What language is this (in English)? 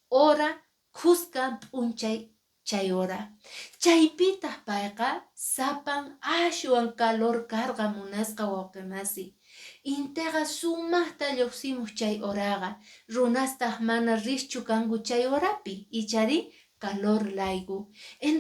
Quechua